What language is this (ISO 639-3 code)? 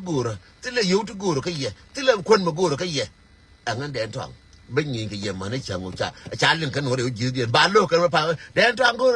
nus